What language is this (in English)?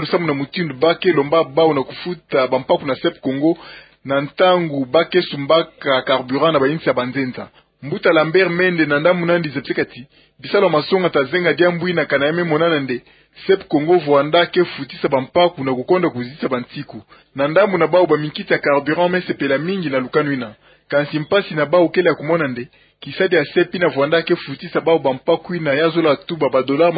Kituba (Democratic Republic of Congo)